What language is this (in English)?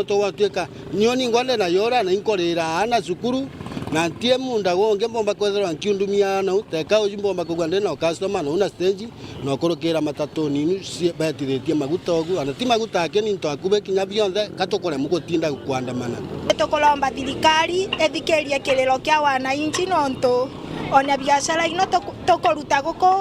Meru